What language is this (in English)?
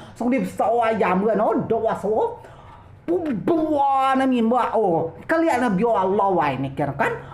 Rejang